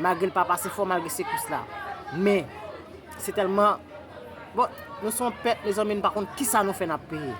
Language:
Haitian Creole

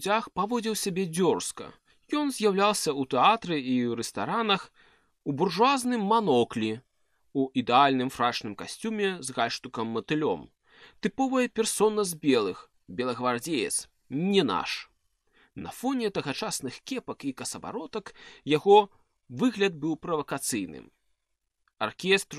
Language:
Belarusian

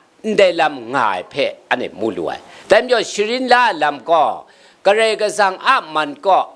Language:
Kachin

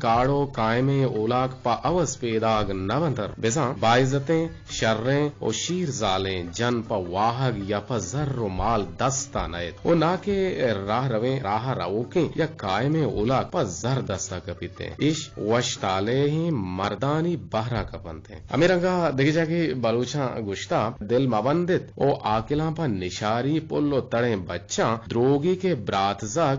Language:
Eastern Balochi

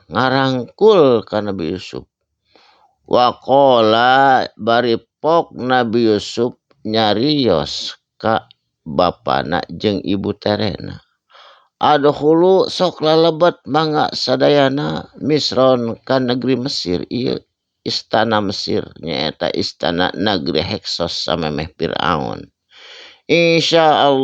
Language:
Sundanese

